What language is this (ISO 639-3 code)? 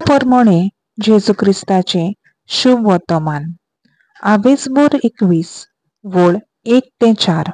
kok